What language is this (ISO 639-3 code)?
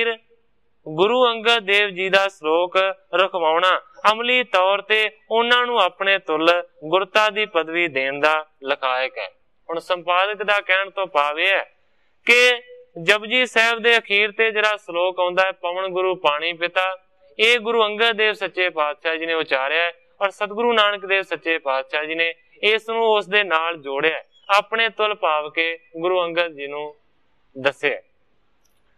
pan